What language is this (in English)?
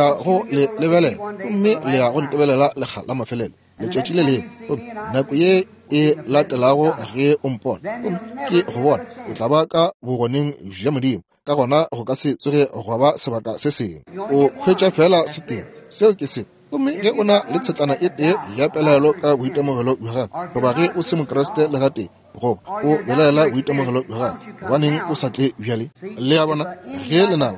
Northern Sotho